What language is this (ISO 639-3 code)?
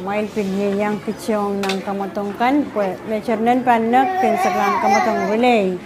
pon